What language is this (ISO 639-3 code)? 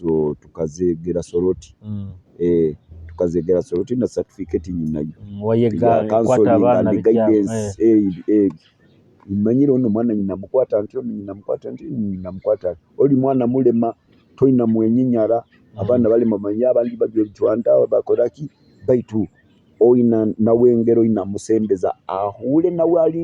nyo